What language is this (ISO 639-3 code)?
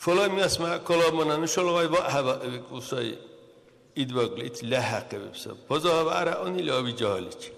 dar